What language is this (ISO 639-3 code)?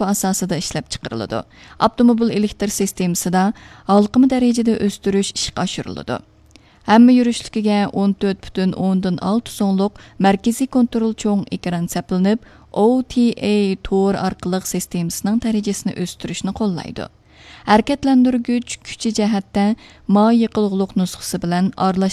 uig